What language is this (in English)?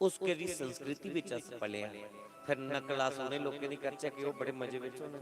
Dogri